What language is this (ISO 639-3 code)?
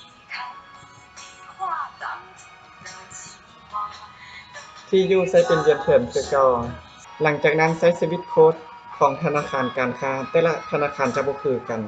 lao